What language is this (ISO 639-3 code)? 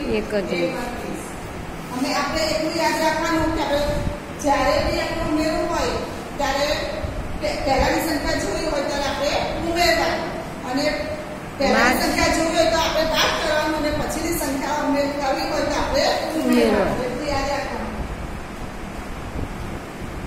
guj